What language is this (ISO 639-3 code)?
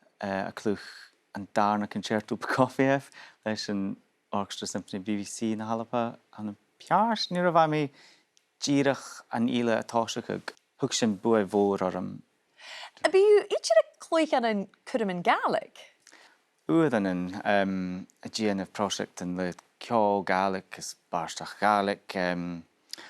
gla